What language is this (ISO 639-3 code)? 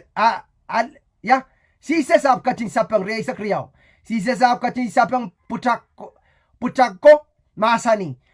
pon